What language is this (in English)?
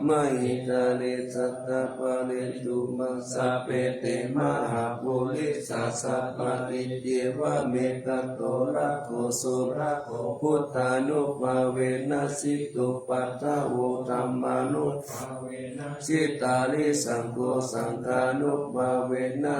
Pali